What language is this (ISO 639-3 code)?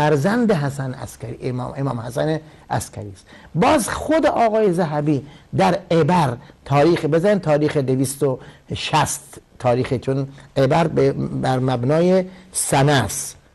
fas